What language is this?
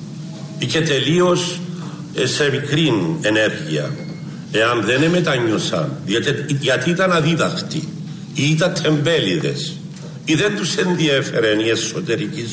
Greek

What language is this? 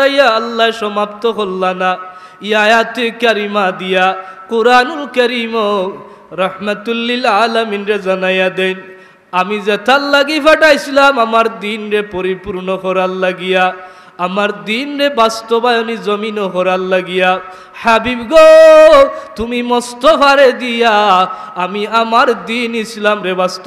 Sylheti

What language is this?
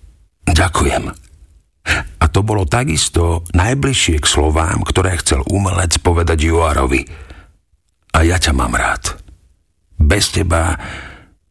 Slovak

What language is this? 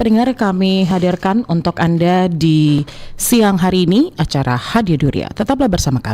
Nias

